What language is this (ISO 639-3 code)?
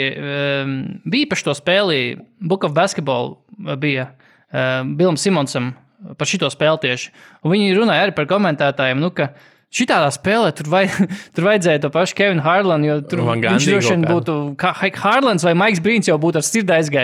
lav